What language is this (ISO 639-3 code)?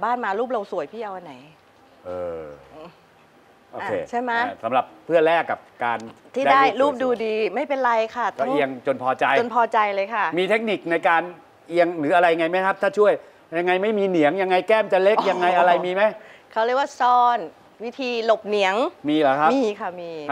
tha